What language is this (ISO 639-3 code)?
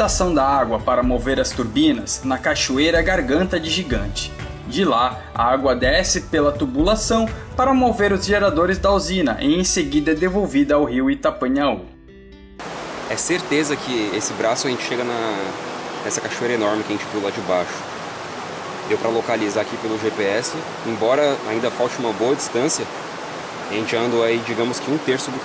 por